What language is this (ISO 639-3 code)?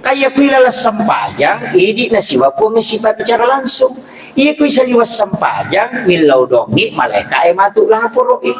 bug